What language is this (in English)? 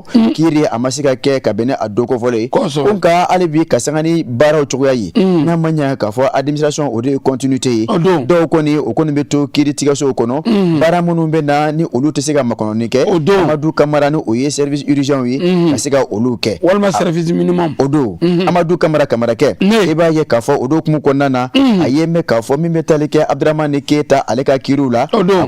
Bambara